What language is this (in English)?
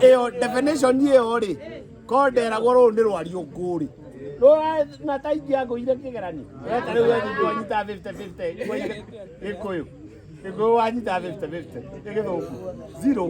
Kikuyu